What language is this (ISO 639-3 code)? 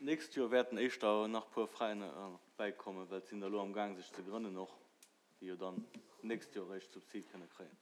ltz